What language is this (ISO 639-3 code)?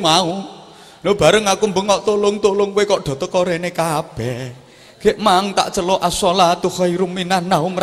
jav